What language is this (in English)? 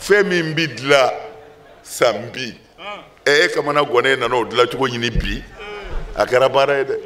Bambara